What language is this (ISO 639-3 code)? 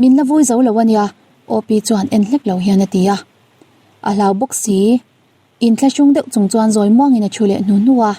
lus